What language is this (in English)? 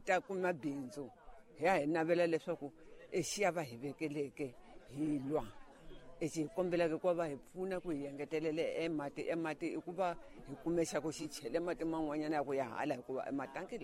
Tsonga